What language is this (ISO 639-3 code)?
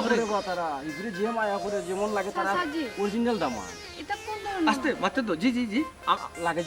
syl